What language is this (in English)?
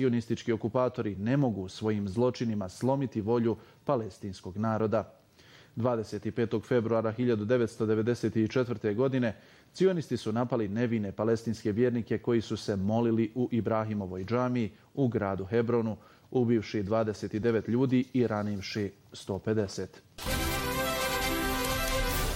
Bosnian